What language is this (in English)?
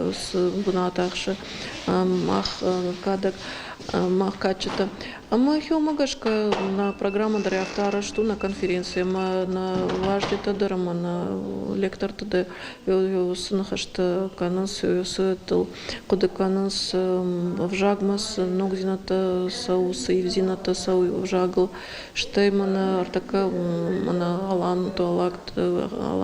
Ossetic